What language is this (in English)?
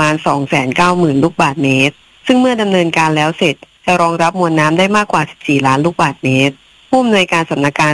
Thai